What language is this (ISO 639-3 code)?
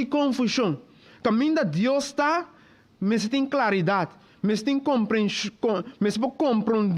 pap